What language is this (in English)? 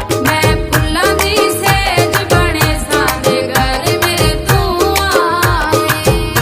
Pahari-Potwari